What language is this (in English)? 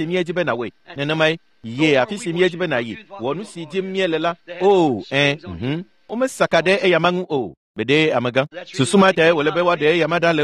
Ewe